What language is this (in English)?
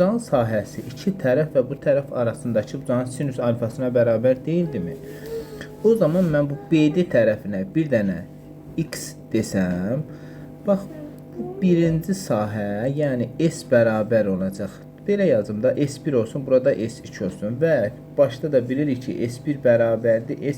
Azerbaijani